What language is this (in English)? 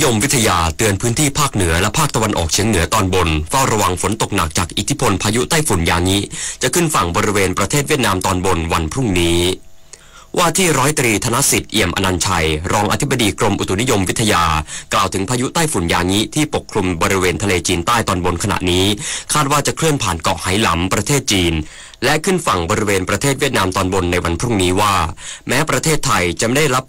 Thai